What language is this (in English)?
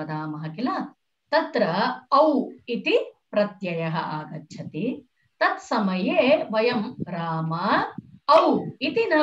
Sanskrit